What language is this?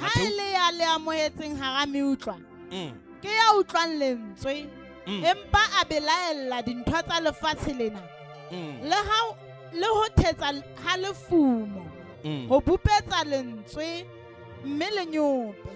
Southern Sotho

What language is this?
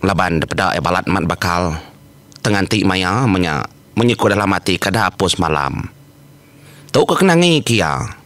Iban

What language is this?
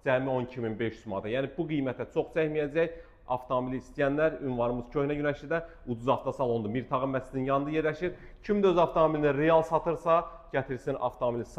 Azerbaijani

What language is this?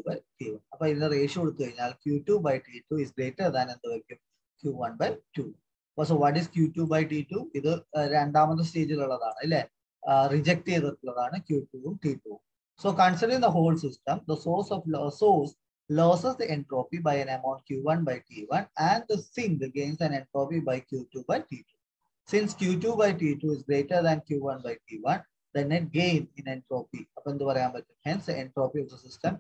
Malayalam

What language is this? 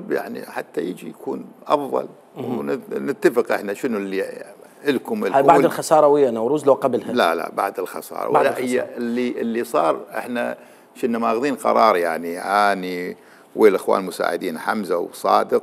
Mesopotamian Arabic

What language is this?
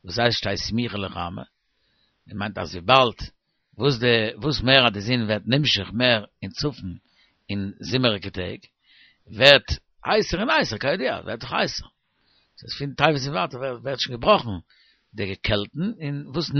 Yiddish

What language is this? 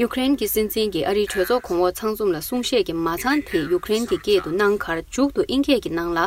Tibetan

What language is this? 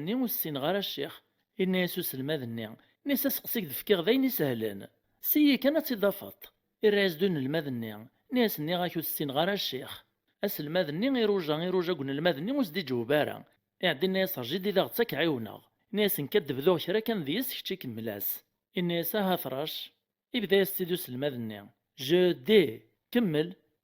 Kabyle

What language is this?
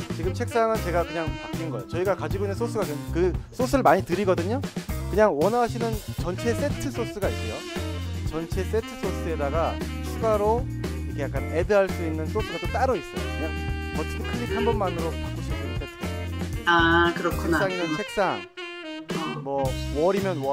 Korean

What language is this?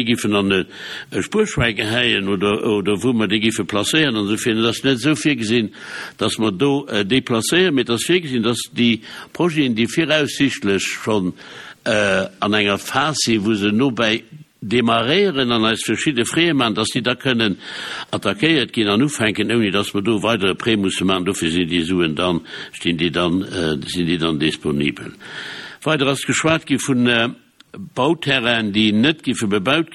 Luxembourgish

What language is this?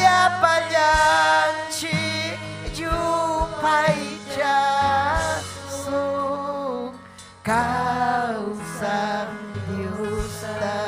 Ayacucho Quechua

